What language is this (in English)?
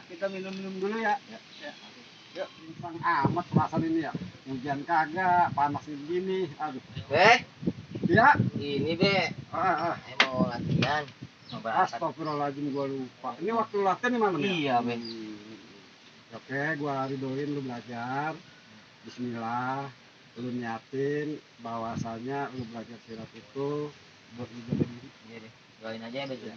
Betawi